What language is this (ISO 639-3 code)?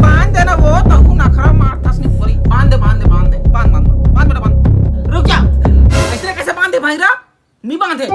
hne